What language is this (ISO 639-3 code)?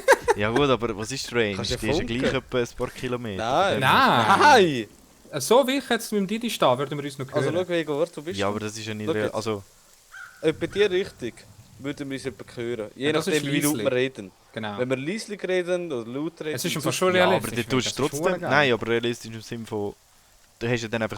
gsw